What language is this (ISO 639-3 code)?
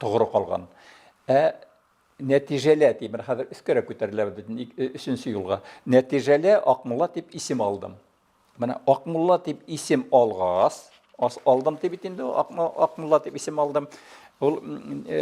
bak